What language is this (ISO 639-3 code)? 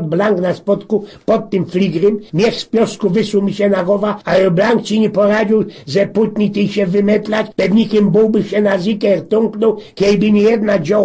szl